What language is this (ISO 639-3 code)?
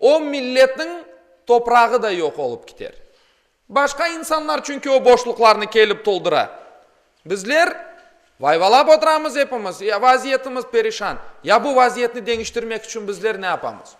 crh